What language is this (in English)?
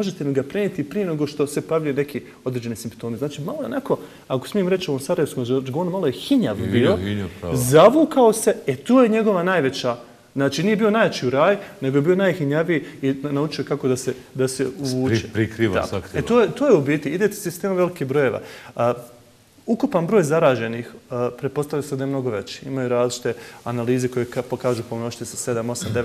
Bosnian